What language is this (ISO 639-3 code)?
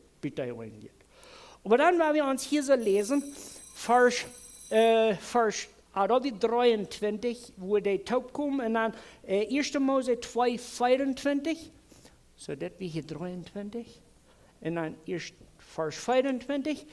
pdt